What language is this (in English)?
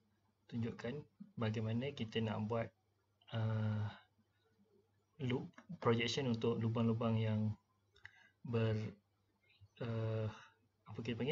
Malay